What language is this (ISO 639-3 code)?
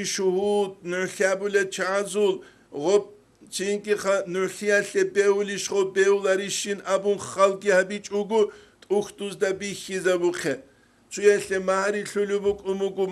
ava